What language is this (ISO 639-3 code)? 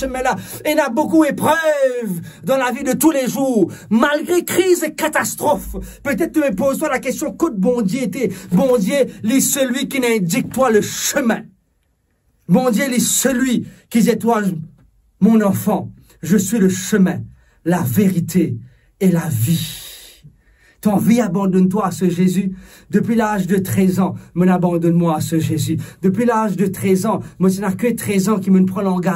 mfe